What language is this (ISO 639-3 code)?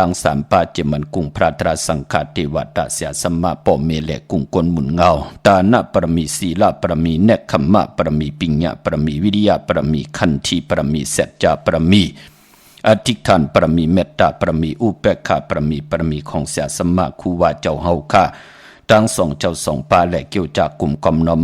shn